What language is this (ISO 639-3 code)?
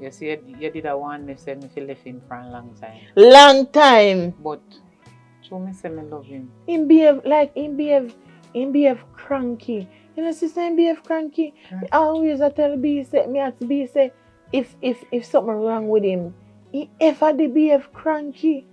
jam